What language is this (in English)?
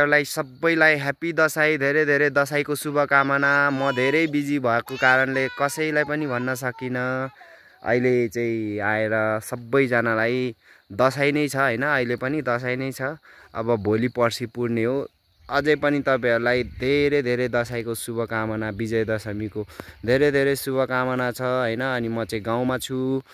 Nepali